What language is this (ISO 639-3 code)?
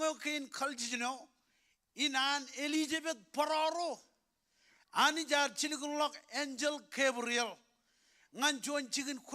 mah